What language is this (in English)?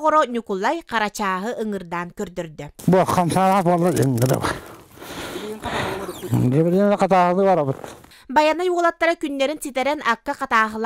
Yakut